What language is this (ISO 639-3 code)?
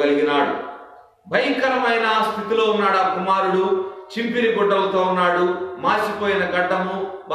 tel